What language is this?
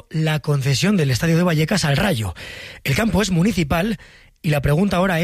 Spanish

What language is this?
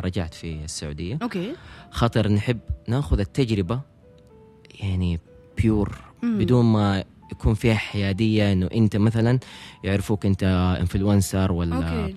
Tunisian Arabic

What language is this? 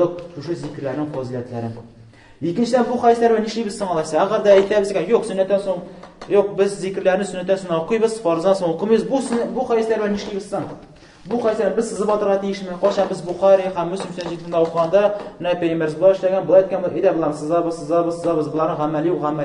Tatar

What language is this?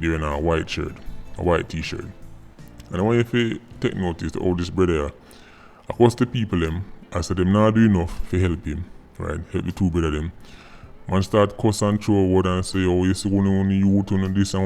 Jamaican Creole English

